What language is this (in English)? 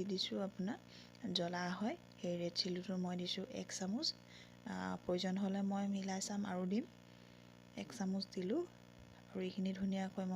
Assamese